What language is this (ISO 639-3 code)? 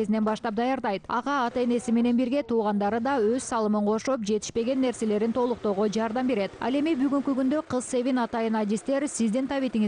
kir